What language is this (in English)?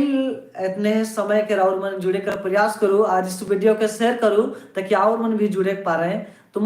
Sadri